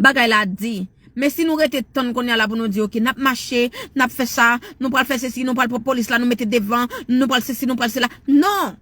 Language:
Haitian Creole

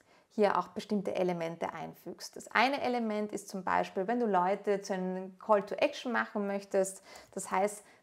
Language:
German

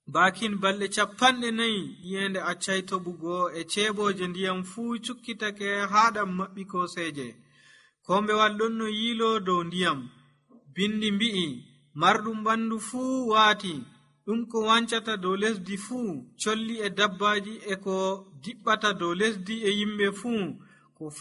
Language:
Nigerian Fulfulde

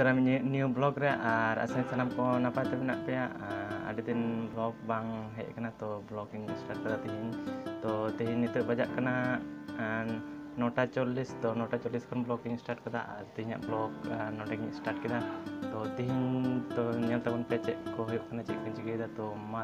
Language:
Santali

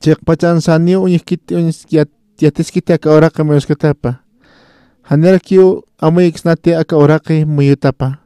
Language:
Aymara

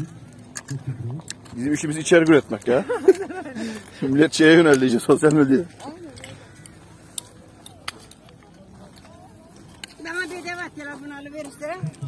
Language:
Turkish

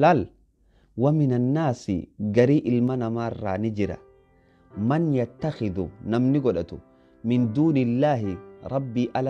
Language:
Oromo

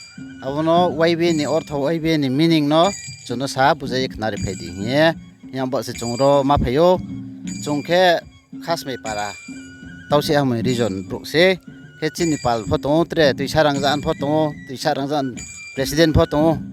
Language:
Riang (India)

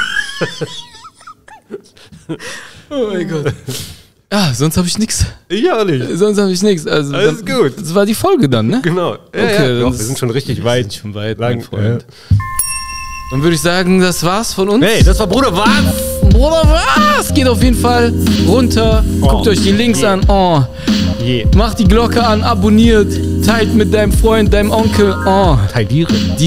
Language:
German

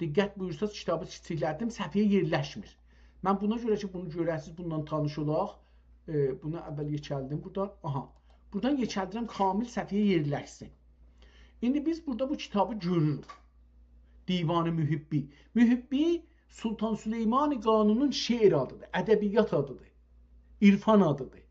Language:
South Azerbaijani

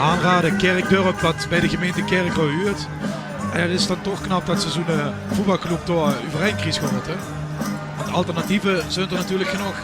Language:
Limburgish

